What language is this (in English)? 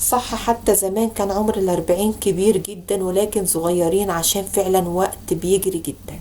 Egyptian Arabic